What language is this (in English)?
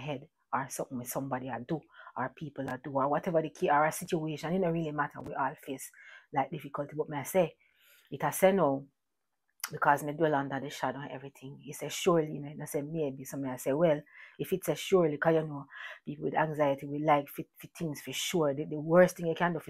Jamaican Creole English